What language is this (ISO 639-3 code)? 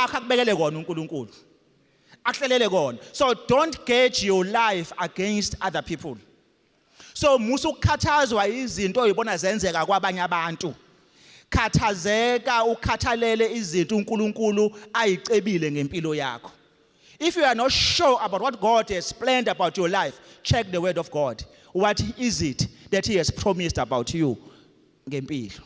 zul